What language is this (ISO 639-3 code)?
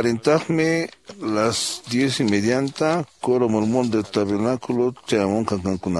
que